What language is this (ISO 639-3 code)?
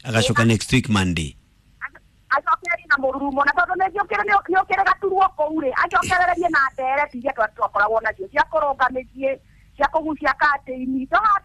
kik